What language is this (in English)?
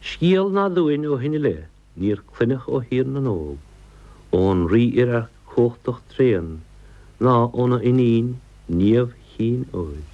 Irish